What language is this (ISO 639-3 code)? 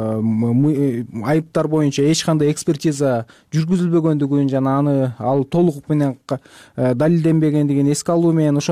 kir